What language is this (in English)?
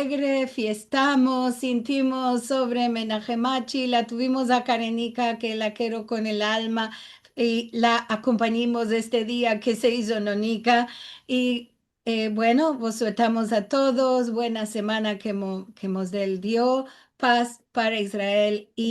Ladino